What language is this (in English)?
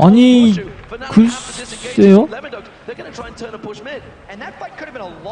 Korean